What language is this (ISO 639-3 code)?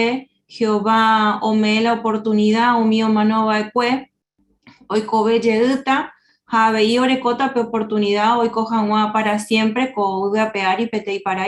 grn